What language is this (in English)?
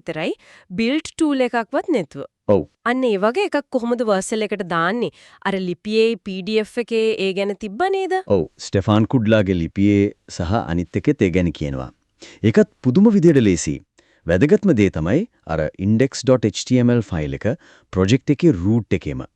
Sinhala